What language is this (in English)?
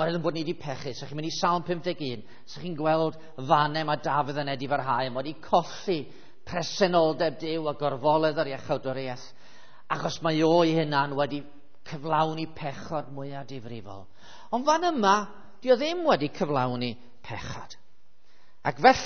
Welsh